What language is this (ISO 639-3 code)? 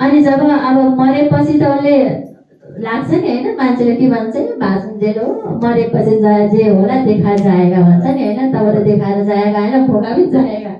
nep